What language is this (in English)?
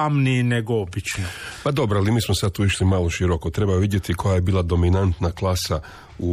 Croatian